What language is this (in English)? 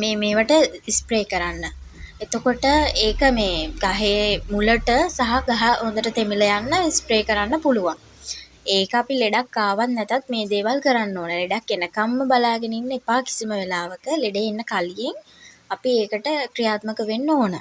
Sinhala